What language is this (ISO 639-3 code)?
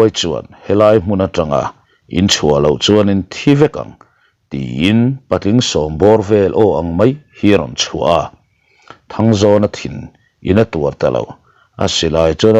lus